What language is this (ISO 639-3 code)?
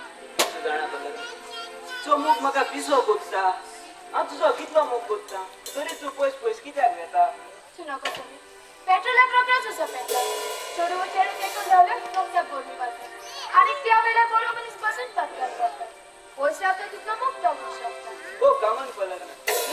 kok